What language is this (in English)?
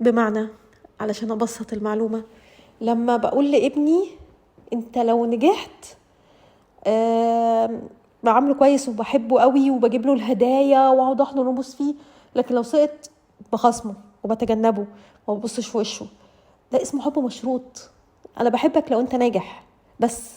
Egyptian Arabic